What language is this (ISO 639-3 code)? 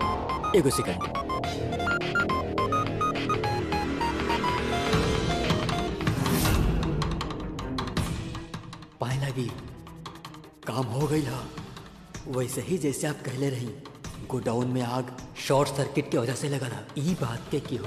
bho